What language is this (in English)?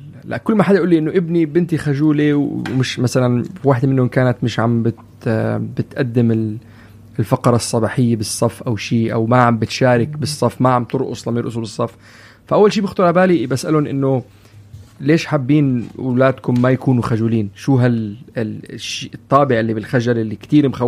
North Levantine Arabic